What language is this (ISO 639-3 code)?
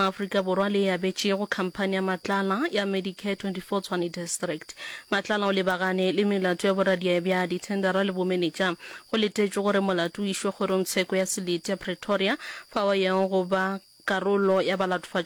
nso